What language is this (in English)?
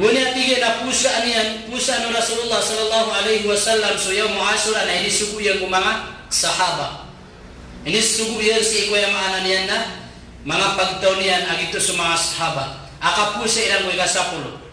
Maranao